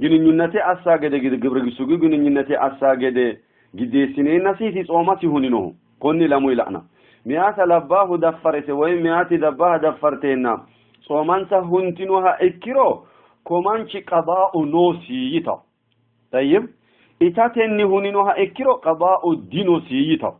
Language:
Sidamo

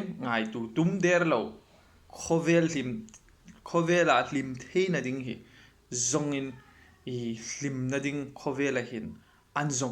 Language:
Hmar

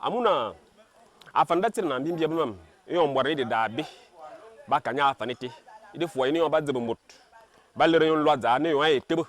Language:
Fang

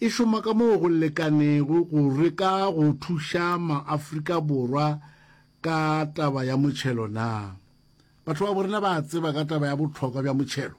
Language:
Northern Sotho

